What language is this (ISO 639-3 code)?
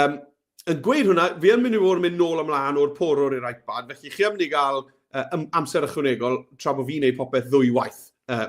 cym